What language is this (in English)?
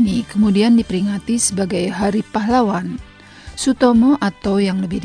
Indonesian